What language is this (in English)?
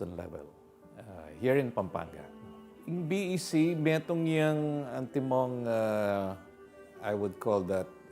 Pampanga